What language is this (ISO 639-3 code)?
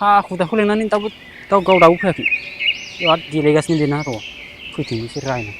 brx